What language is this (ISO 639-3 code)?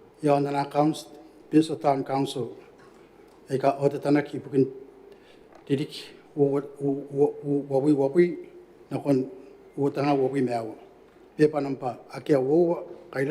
gil